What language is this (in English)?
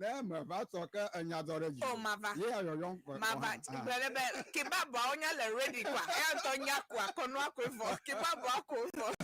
Ewe